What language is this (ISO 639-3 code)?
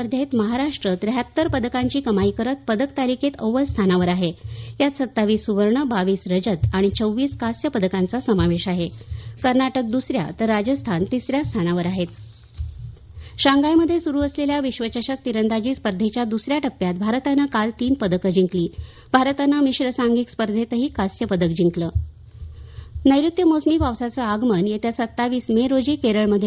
mar